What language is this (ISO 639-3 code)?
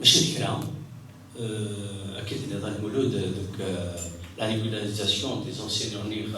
kab